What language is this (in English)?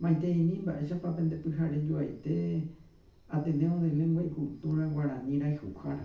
Guarani